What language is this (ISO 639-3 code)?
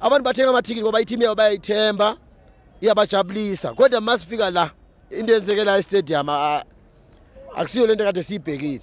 zul